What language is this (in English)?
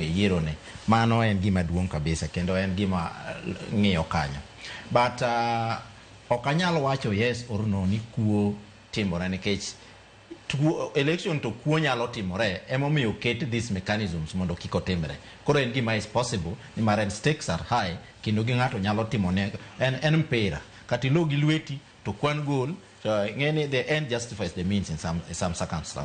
Luo (Kenya and Tanzania)